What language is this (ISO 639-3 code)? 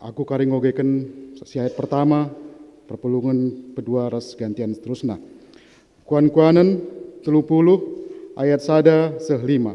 btx